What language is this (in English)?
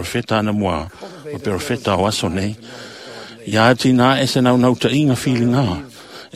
Samoan